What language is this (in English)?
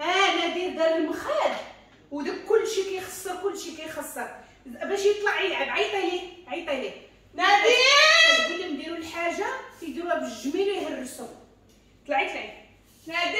Moroccan Arabic